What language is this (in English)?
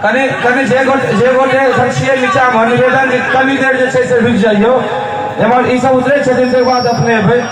Maithili